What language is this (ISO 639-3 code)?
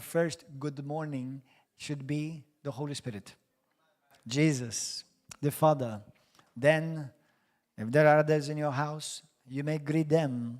eng